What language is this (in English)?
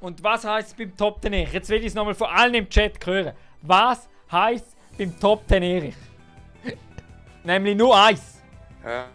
Swiss German